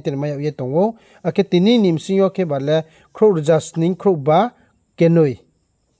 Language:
Riang (India)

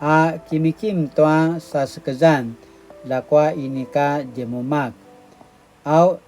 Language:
Paiwan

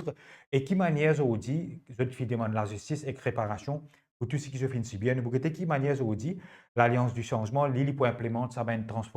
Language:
Morisyen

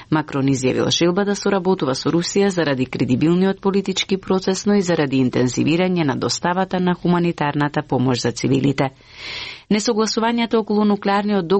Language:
Macedonian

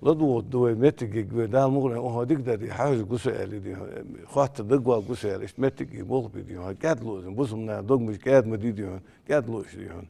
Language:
Ingush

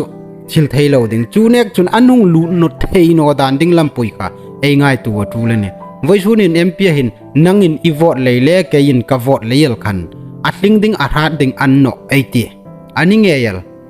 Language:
Hmar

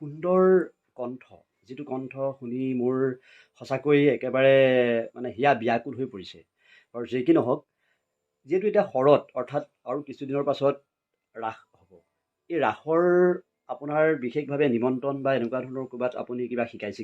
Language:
Assamese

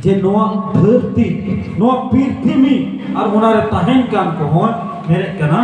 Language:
Santali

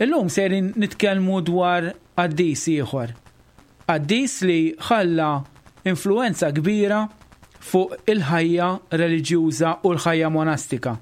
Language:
Maltese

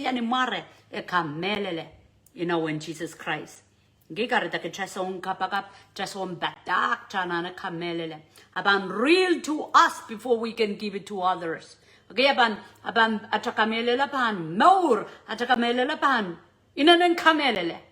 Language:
Pohnpeian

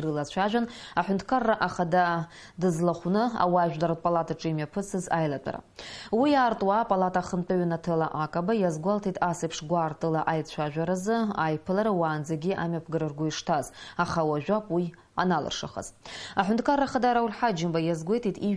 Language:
Abkhazian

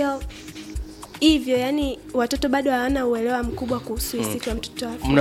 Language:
Swahili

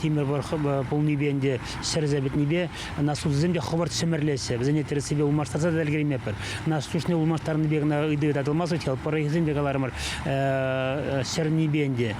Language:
Chuvash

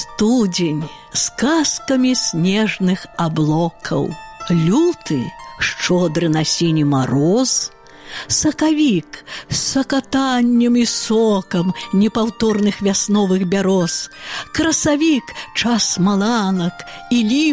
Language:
Belarusian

